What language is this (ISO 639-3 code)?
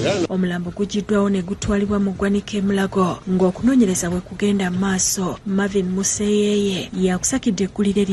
lug